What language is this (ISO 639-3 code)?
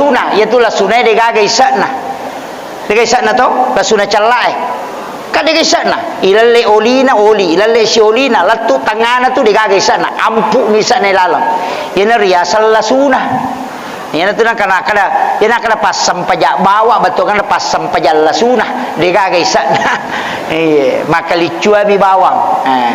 bug